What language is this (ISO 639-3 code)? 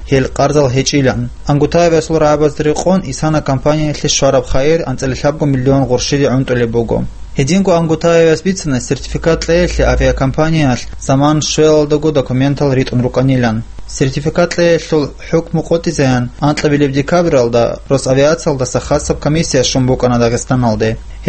ava